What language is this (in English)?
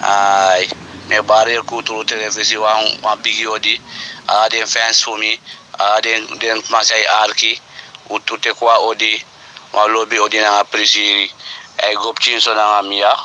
Sranan Tongo